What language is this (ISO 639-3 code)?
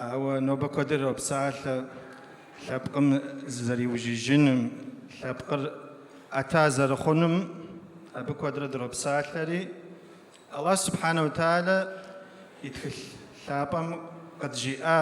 kbd